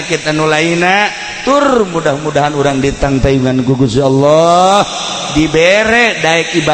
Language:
Sundanese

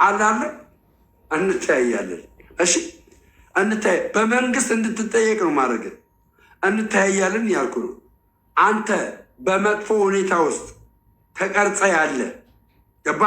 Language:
Amharic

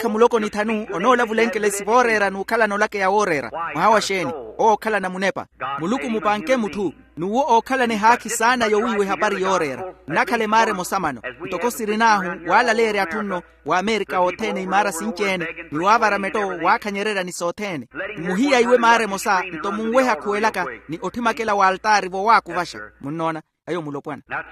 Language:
Makhuwa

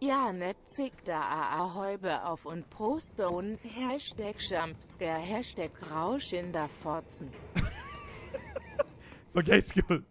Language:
Bavarian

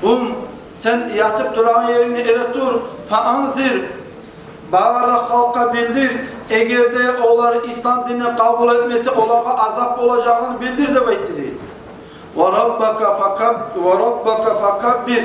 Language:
Kumyk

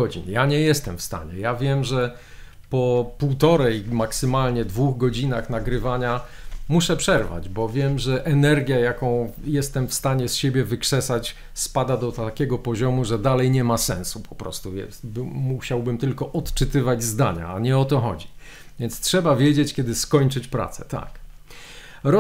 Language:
Polish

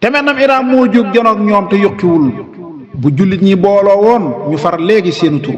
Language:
Wolof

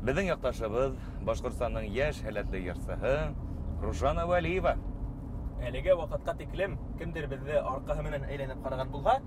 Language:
Bashkir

